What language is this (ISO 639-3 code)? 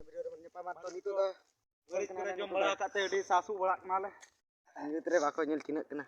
sat